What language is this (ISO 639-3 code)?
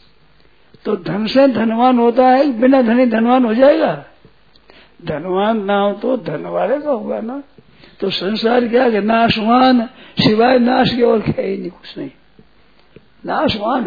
hin